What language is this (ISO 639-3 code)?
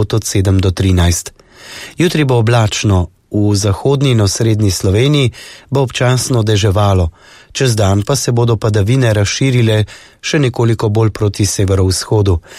slv